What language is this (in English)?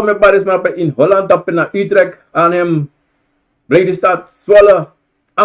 Sranan Tongo